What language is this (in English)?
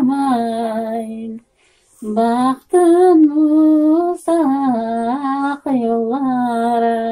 Crimean Tatar